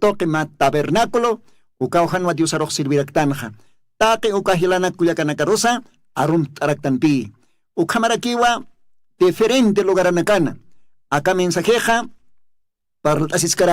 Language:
Aymara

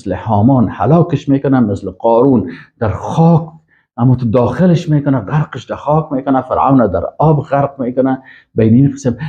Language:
Persian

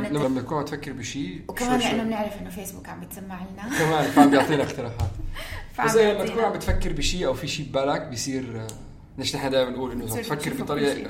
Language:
North Levantine Arabic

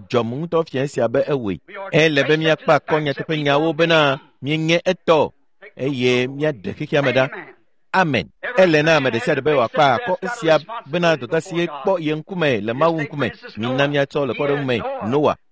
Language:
Ewe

